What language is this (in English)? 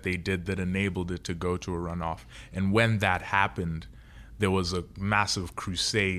English